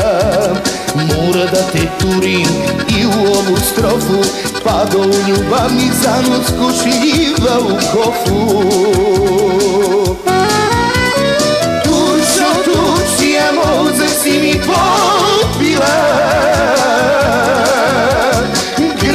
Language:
Serbian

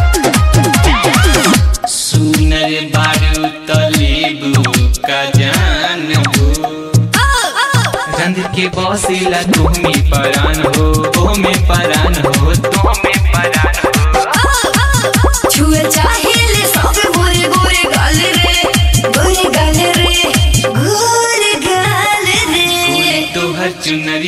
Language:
Bhojpuri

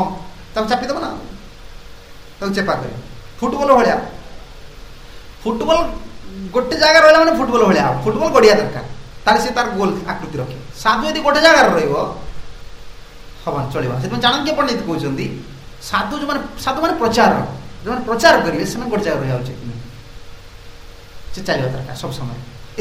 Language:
Odia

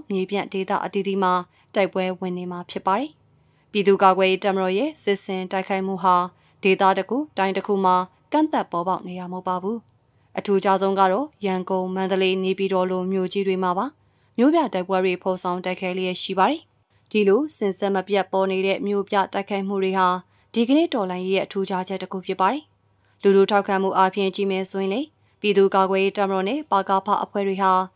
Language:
Burmese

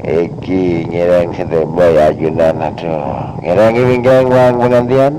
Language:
Madurese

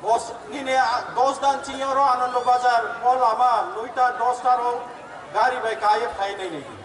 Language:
Riang (India)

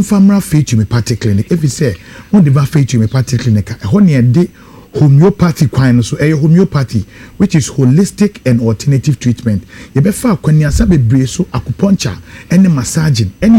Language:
Akan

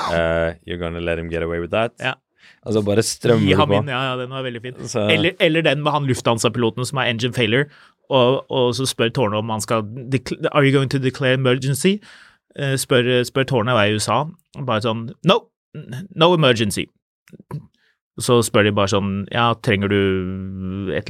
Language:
Norwegian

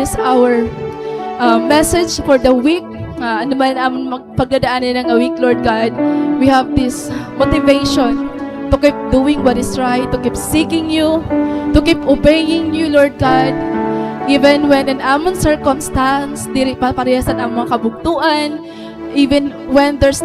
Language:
Waray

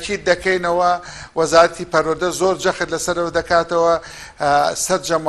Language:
Central Kurdish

